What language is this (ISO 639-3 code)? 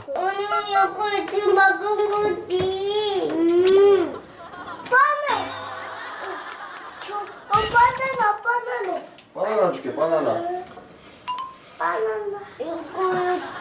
kor